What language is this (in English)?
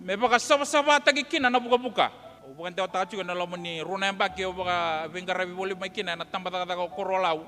Fijian